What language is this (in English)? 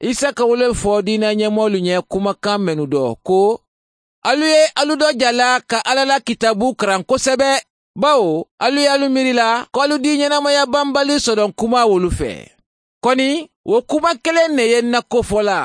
Mandingo